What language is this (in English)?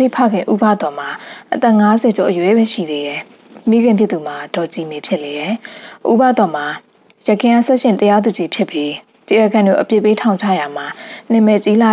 Burmese